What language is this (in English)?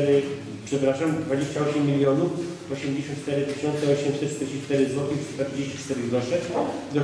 Polish